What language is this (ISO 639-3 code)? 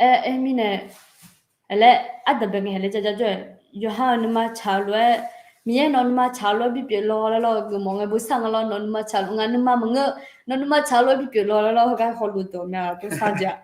ahk